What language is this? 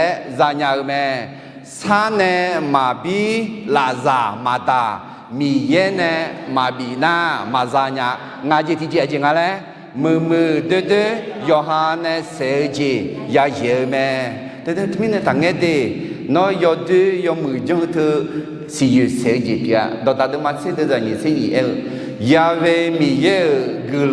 Akha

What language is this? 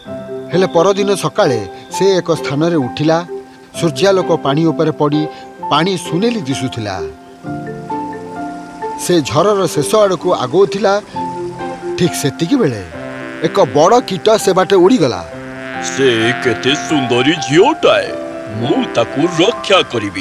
Odia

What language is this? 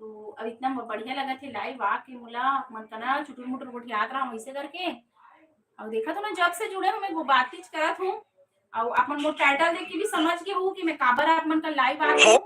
Chhattisgarhi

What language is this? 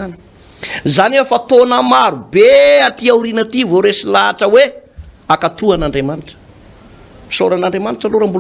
Malagasy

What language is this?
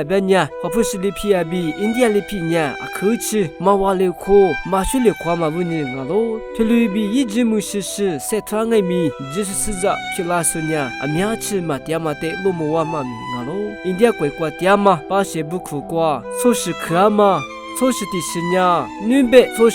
Lisu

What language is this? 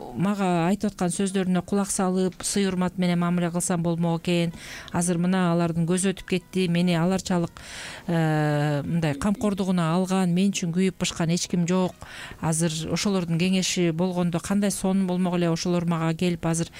Kyrgyz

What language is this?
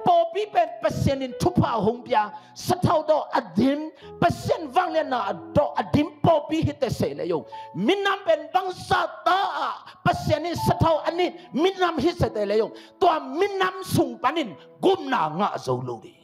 Tedim Chin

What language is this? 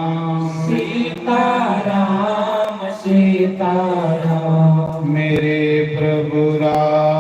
Dogri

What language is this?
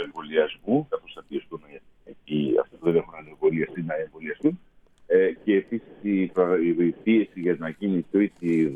Greek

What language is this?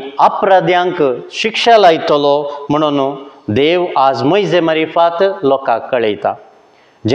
Konkani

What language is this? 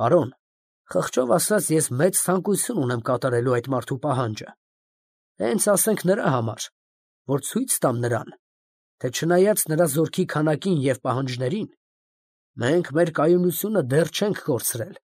Armenian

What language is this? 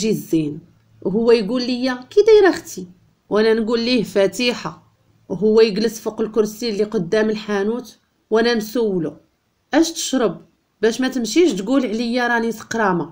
Moroccan Arabic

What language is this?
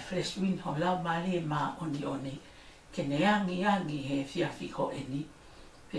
Tongan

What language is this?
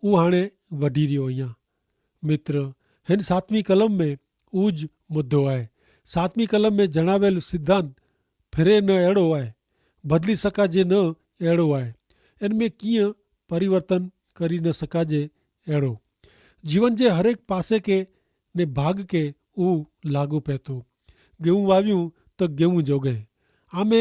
Kachhi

